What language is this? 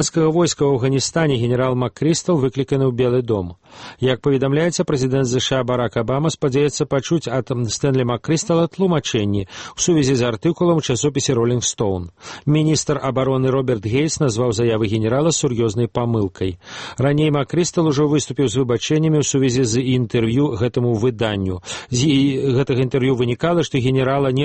Belarusian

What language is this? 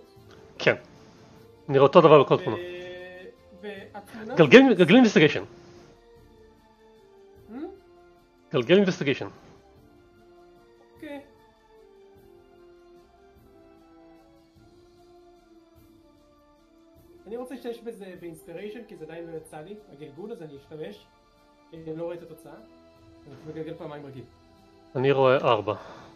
Hebrew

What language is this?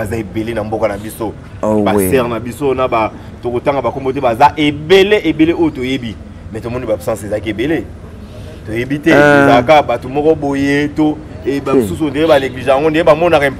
Lingala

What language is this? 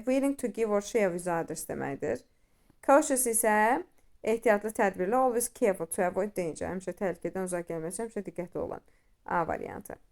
Azerbaijani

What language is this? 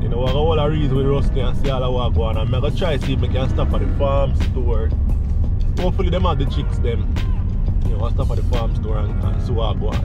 Jamaican Creole English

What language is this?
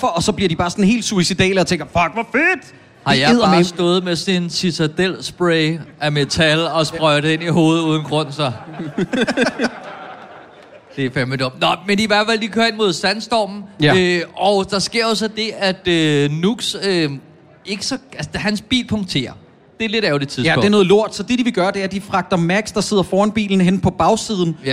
Danish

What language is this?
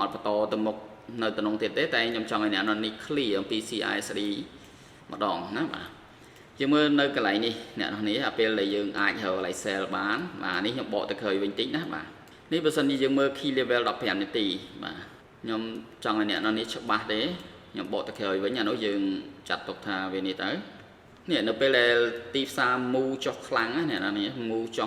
Khmer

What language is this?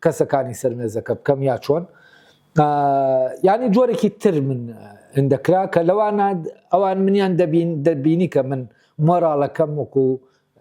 Central Kurdish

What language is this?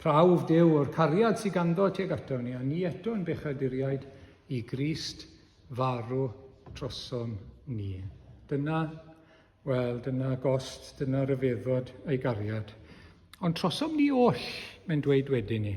Welsh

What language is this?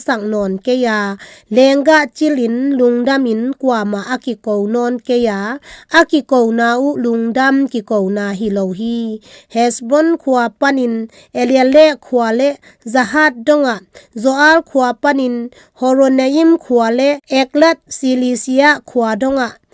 Tedim Chin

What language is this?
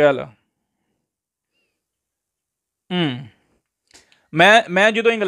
Punjabi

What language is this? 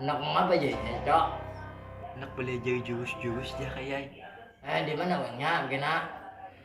Banjar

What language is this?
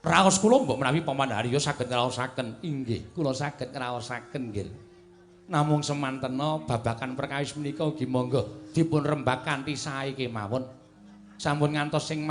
Javanese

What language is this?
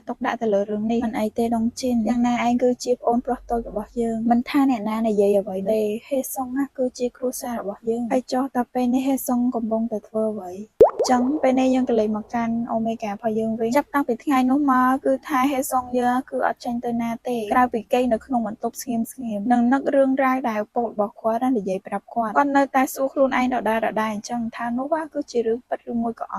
Khmer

